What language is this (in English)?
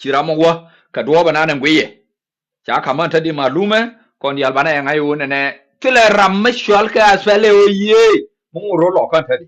Nuer